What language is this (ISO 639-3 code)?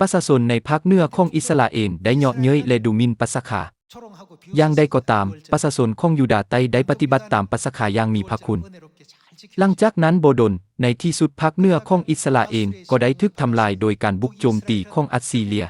lao